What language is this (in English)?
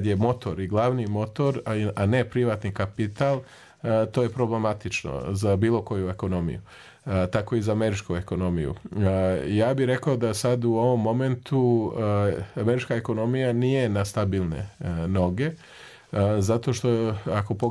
Serbian